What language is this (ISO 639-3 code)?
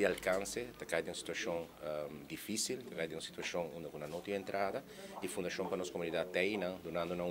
pap